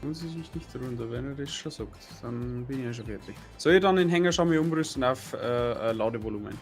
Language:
Bavarian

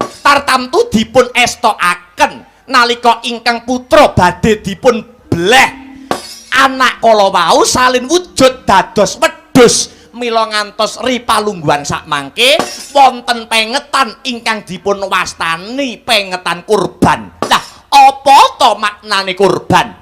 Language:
Javanese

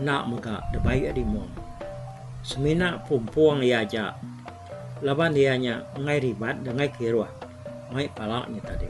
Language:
Iban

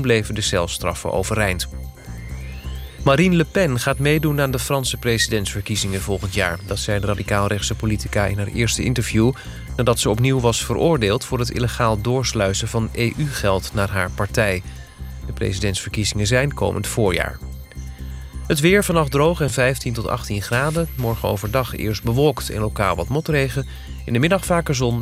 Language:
Dutch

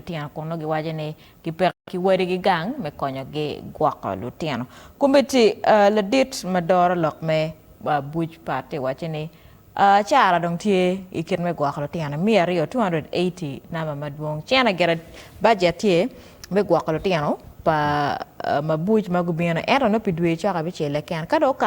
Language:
Acoli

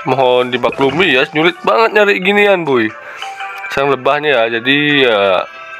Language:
Indonesian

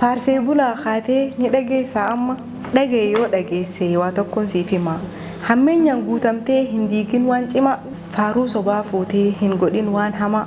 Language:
Oromo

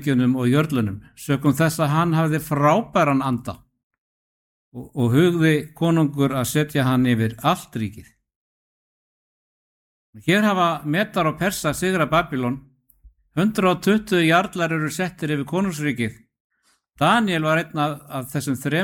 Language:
Icelandic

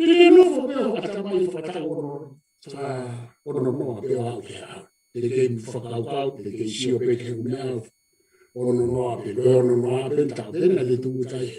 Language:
Tongan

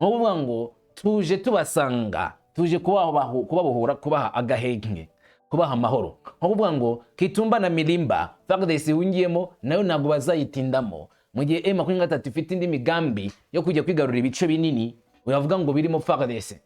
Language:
Kinyarwanda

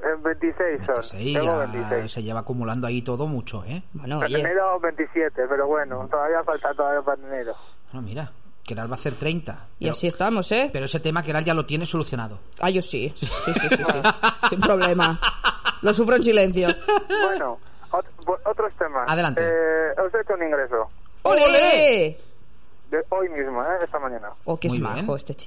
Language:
Spanish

